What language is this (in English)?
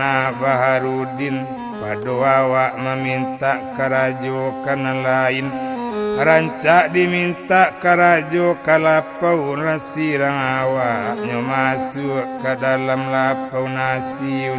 Minangkabau